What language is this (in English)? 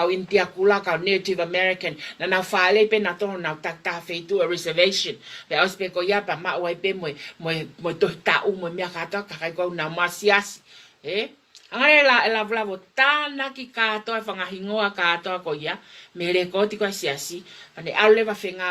Tongan